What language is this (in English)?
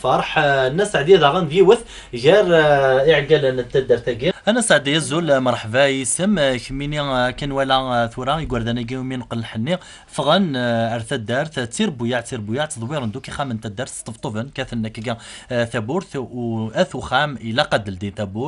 Kabyle